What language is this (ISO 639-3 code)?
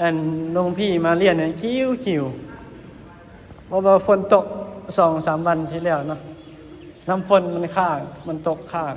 lao